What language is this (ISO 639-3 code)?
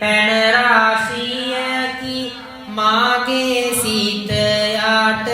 sin